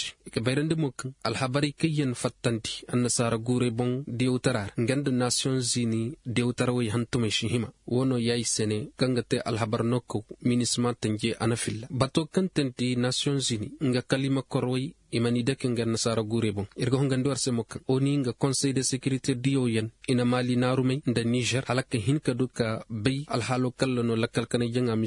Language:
Koyraboro Senni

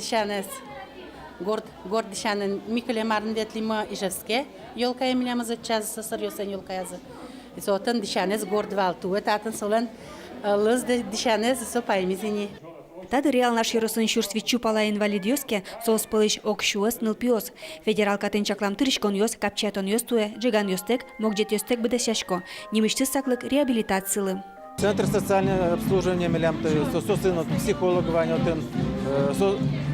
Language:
Udmurt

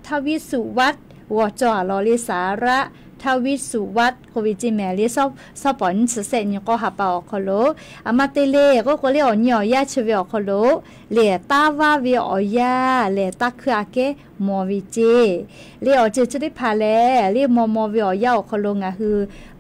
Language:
Lahu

